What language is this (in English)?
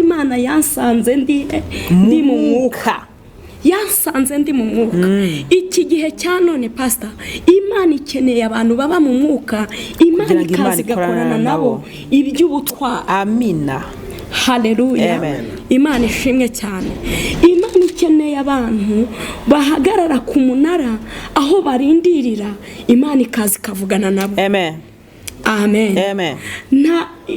Kinyarwanda